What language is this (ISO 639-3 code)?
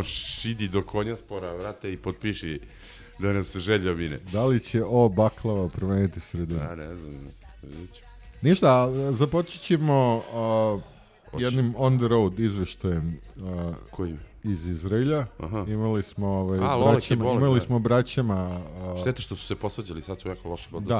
srp